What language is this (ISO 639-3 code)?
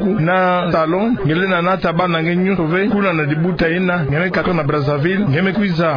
ktu